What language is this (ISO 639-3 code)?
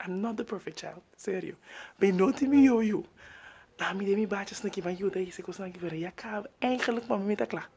pap